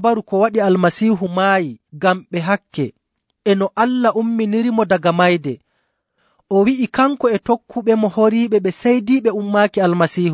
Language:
Nigerian Fulfulde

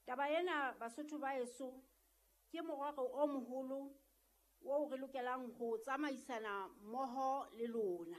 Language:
Southern Sotho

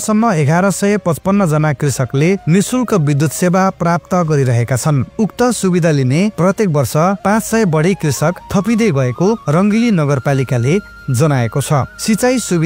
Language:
Nepali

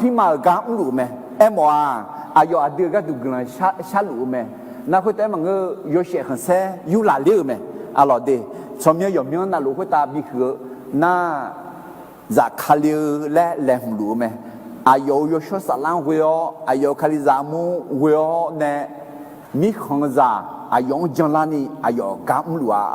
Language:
Akha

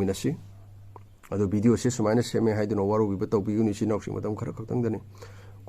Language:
Manipuri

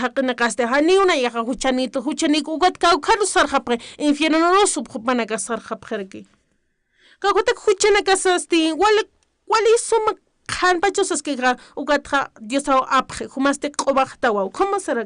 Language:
Aymara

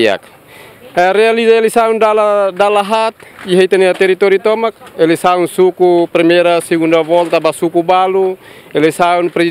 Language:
Tetum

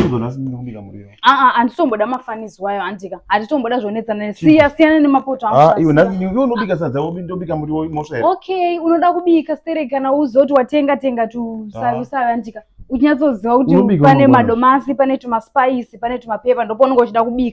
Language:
Shona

